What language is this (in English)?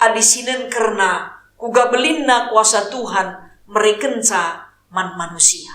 Batak Karo